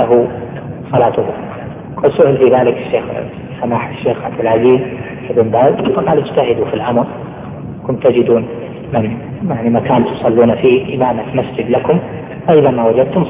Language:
Arabic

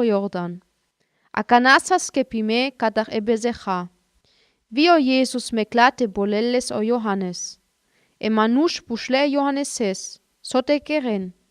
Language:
Sinte Romani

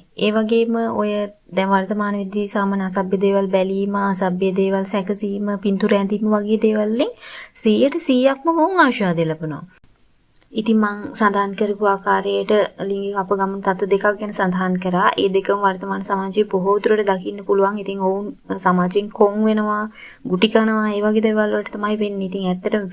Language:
Sinhala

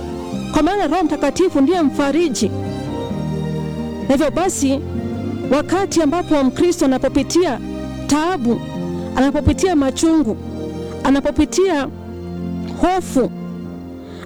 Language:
Swahili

